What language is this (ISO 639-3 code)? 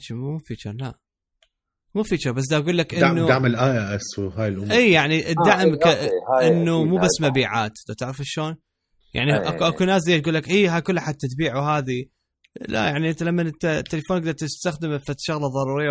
acm